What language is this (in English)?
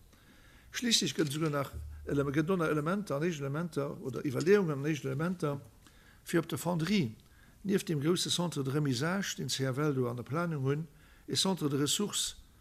Luxembourgish